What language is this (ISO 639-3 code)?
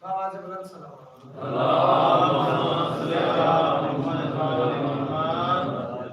skr